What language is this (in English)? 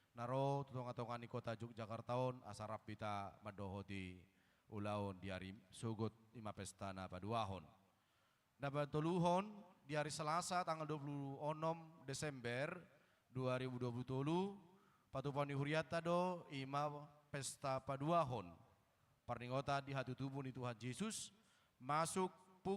Batak Toba